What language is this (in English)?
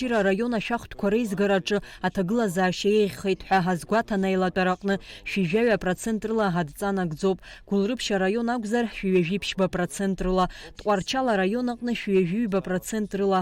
Abkhazian